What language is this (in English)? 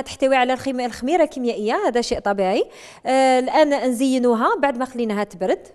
Algerian Arabic